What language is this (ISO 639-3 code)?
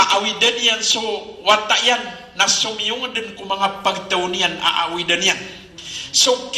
mrw